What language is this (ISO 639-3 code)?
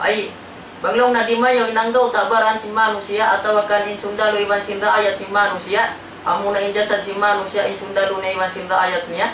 tsg